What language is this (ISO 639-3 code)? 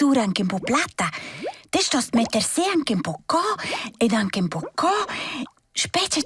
roh